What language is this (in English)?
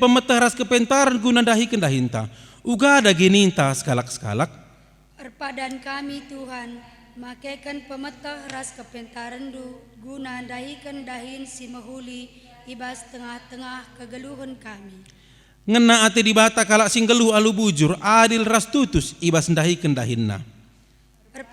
Batak Karo